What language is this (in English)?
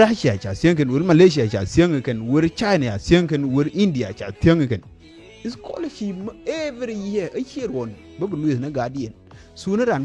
Nuer